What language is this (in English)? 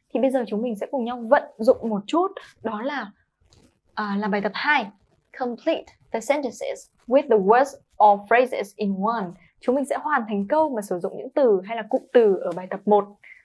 Vietnamese